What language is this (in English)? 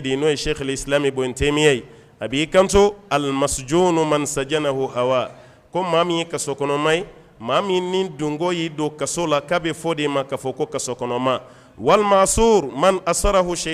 Bambara